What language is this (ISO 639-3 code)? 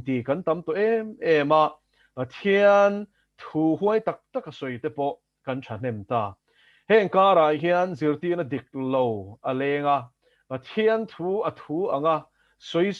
lus